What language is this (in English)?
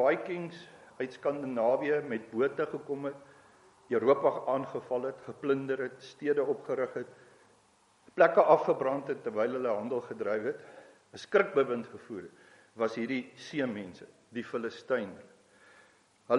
Afrikaans